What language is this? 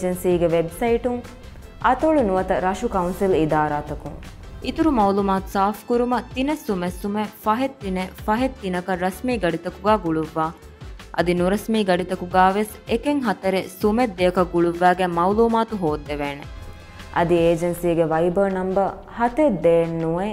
Divehi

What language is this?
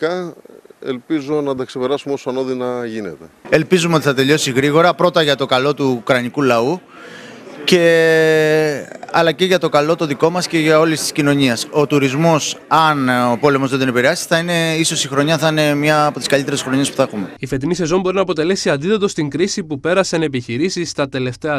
Greek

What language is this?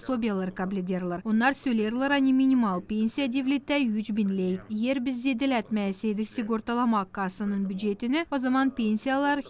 Gagauz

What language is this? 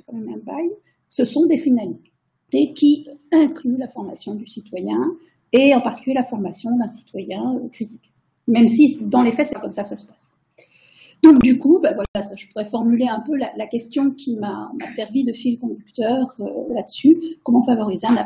French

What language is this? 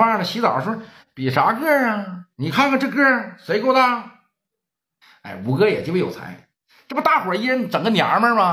Chinese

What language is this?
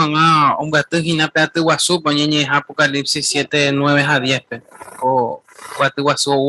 Guarani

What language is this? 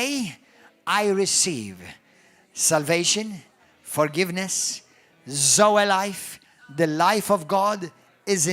English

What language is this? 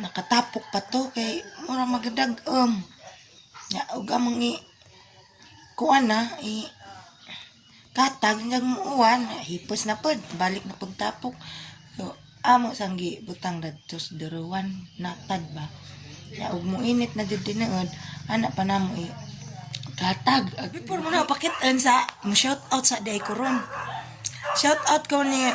Cebuano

